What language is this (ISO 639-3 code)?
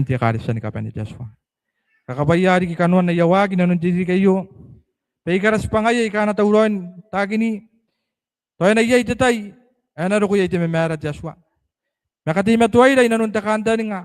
gil